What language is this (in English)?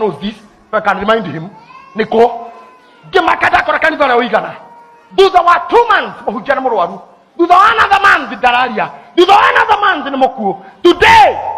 Kikuyu